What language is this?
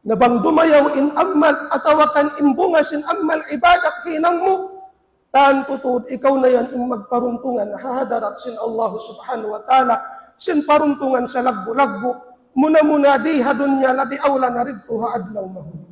Tausug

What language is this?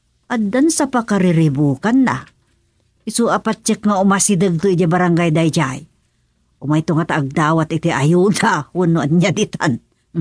Iloko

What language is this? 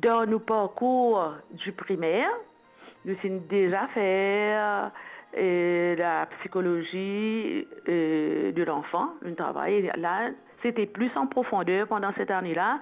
Morisyen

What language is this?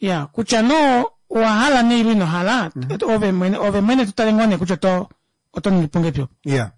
Kuanyama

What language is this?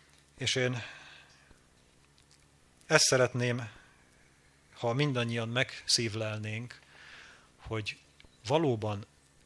Hungarian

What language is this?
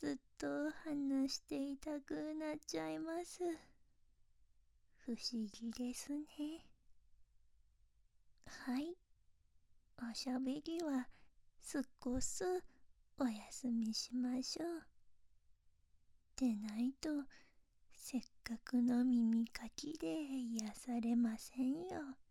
Japanese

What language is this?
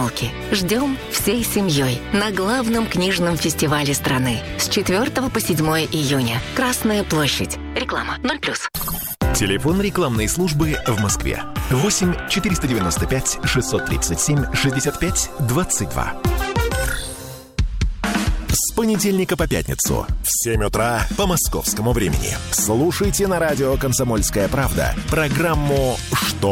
Russian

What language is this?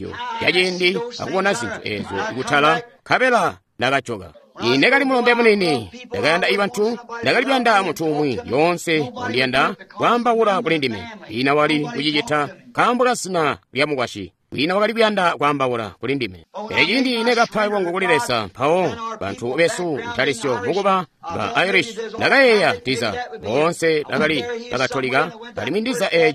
Tonga (Zambia)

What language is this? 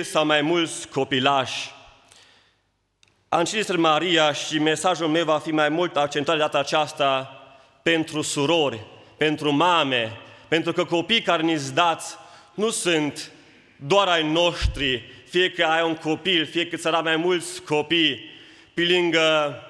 Romanian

